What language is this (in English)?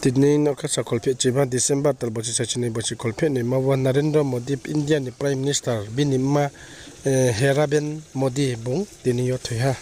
Riang (India)